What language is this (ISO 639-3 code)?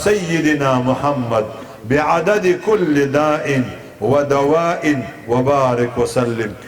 pus